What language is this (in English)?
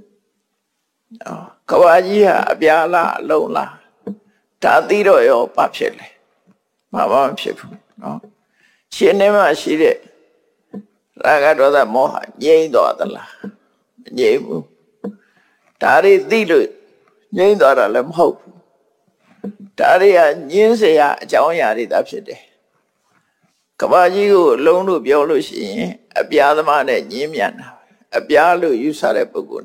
Burmese